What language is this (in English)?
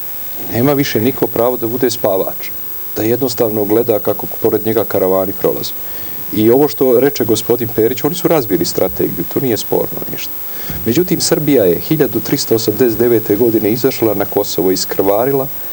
Serbian